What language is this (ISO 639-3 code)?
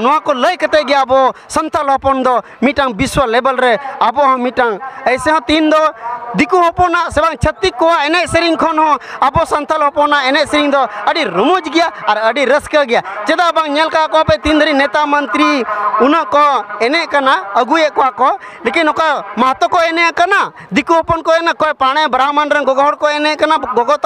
sat